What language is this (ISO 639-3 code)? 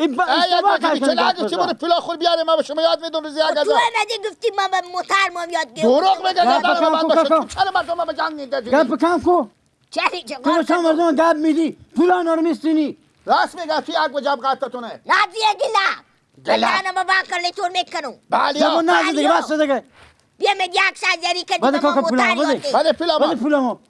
fas